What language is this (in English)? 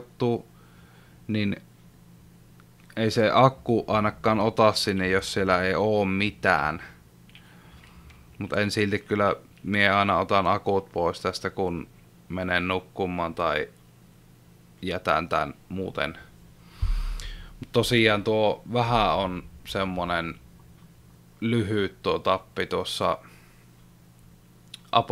Finnish